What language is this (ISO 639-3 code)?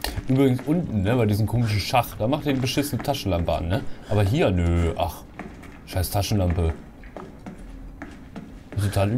deu